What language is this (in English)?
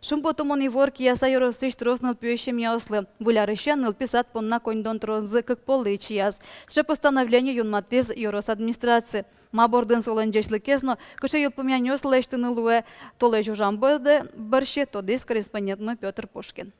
Udmurt